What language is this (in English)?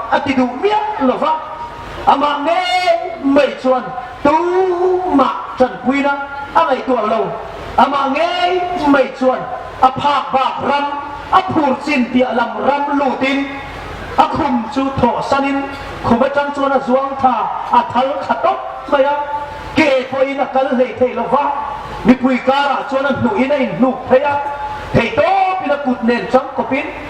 Hmar